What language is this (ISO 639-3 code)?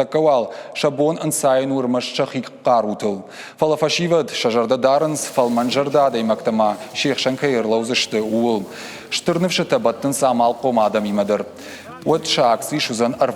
oss